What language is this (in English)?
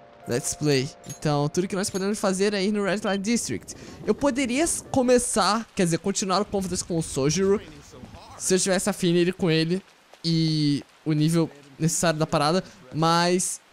Portuguese